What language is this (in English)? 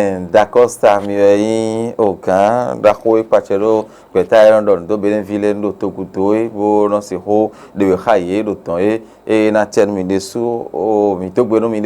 Fon